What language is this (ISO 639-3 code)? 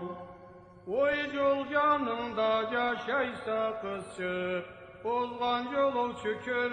krc